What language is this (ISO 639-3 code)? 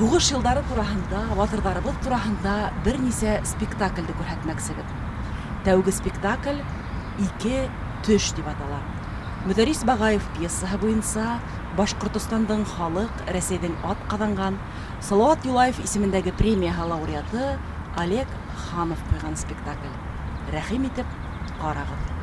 bak